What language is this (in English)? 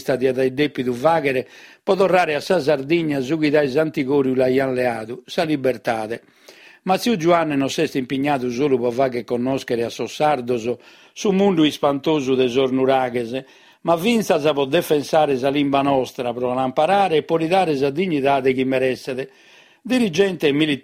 Sardinian